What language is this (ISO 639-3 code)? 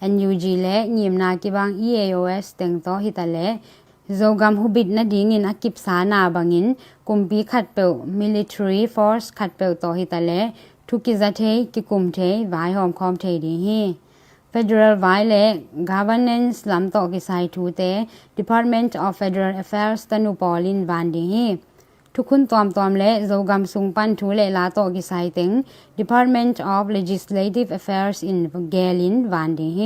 ctd